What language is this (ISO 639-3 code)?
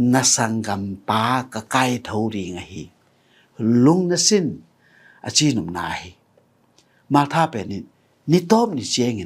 ctd